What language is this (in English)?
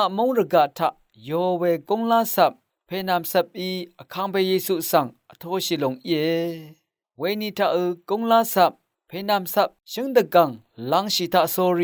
Rawang